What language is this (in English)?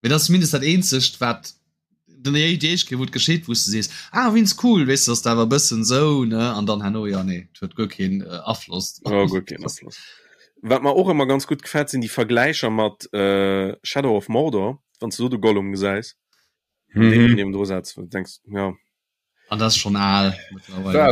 Luxembourgish